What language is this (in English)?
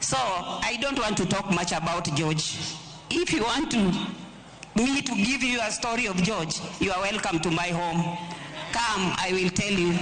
Luo (Kenya and Tanzania)